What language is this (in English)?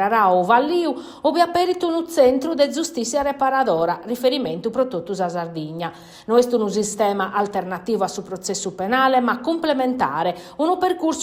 Sardinian